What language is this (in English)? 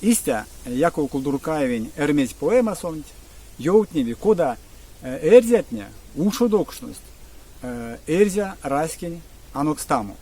Erzya